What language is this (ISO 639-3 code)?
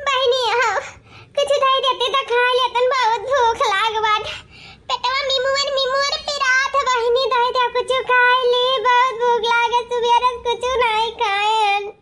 awa